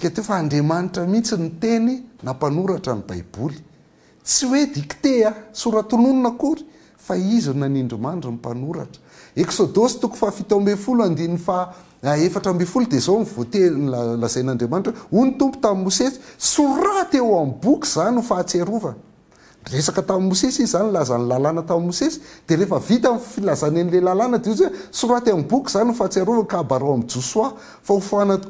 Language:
Malagasy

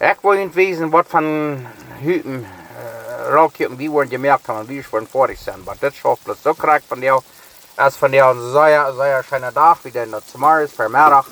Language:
Plautdietsch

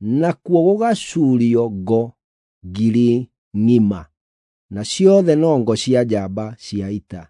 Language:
Kikuyu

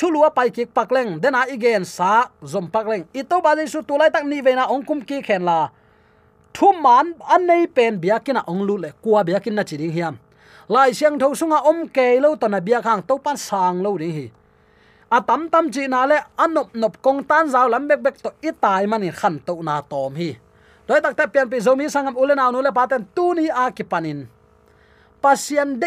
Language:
Tedim Chin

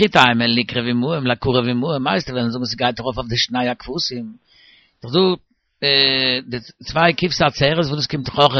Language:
Yiddish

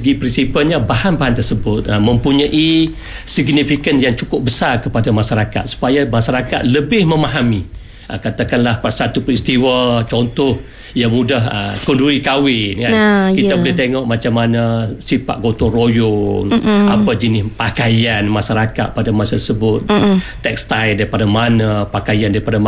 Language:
Malay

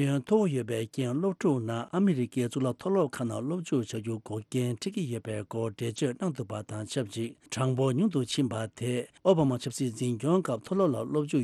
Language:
Tibetan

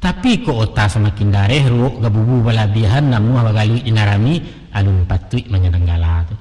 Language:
Minangkabau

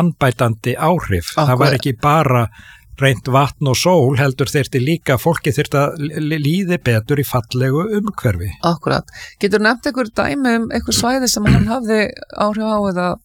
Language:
Icelandic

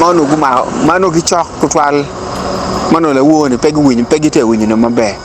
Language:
Acoli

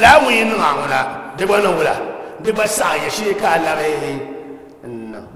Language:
Dagbani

